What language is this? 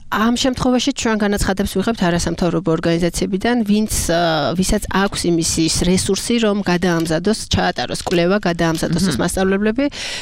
Georgian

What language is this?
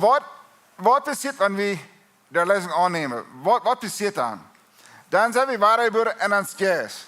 Plautdietsch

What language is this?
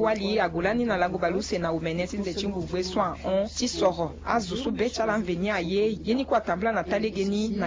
Sango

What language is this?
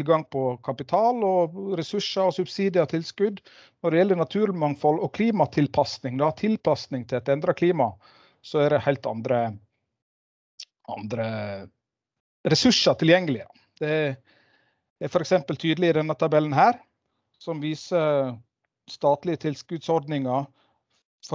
Norwegian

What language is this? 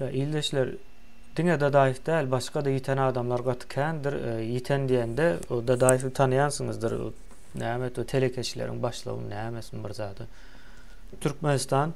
Turkmen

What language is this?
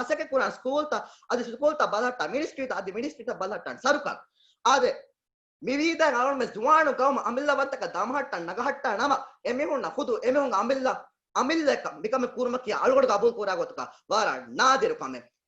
Divehi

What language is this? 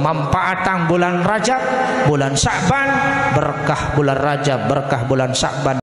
Sasak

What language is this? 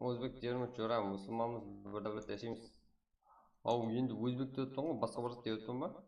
Kara-Kalpak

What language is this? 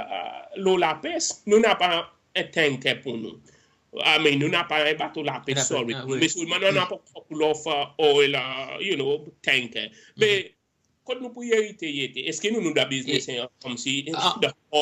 Seselwa Creole French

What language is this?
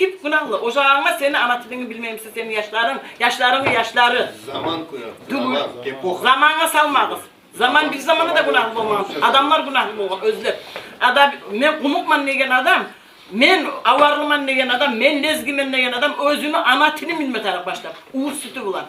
Kumyk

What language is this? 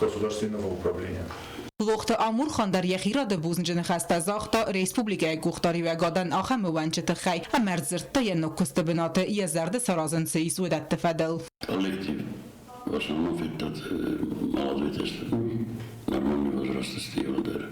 Ossetic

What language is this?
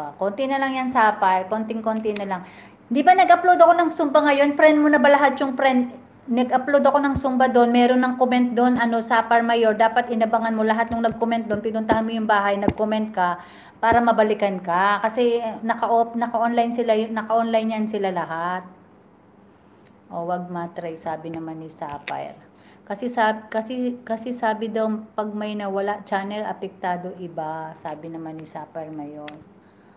Filipino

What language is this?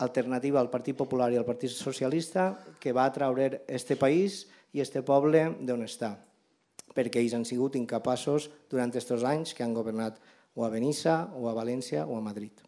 Catalan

